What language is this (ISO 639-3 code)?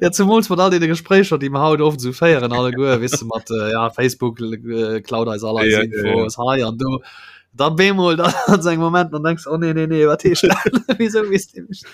ltz